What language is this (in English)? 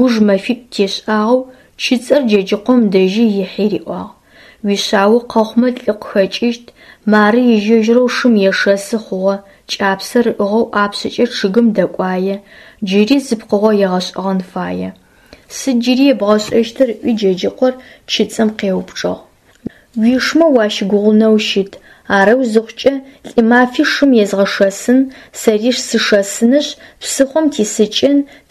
Adyghe